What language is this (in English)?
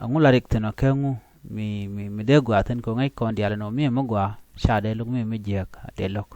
Nuer